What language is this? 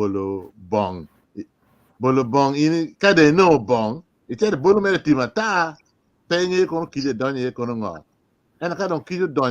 Acoli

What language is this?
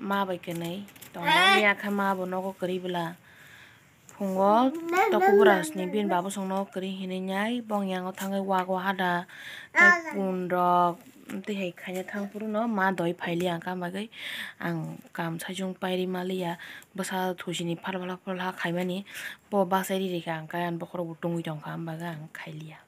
Kok Borok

